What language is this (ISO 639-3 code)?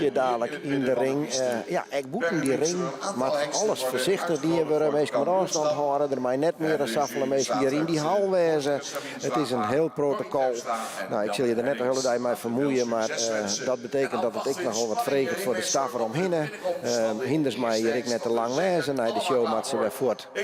fry